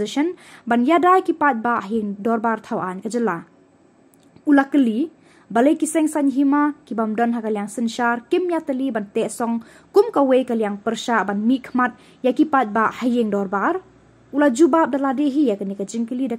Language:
Khasi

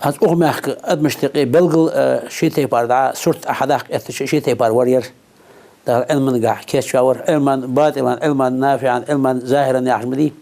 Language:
Ingush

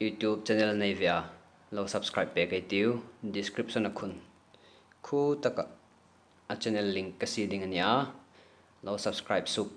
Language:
Hmar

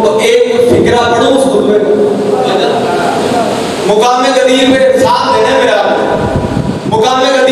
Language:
Urdu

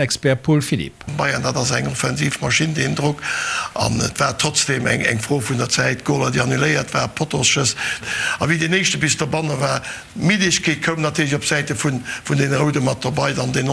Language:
Luxembourgish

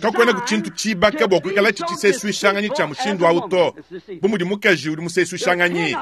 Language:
Luba-Lulua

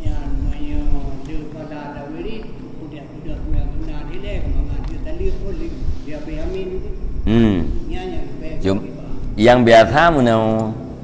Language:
Achinese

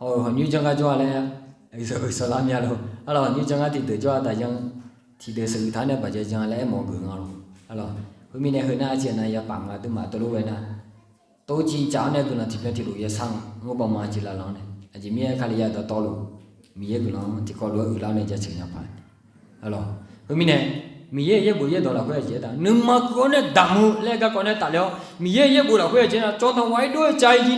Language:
Akha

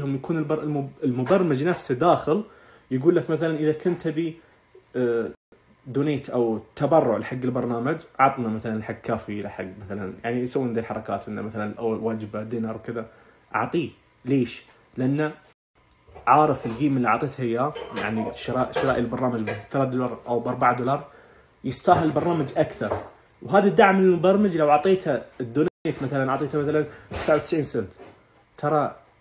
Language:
Najdi Arabic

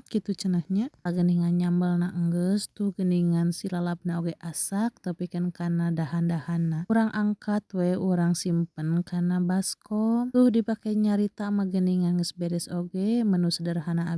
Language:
Sundanese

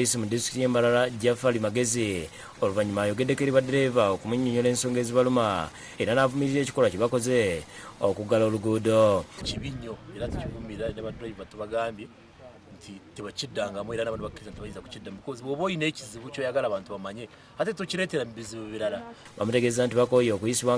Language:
Ganda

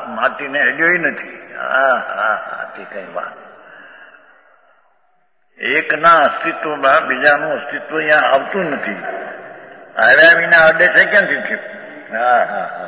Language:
Gujarati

